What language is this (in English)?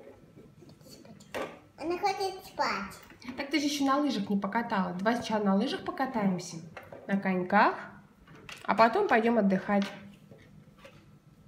Russian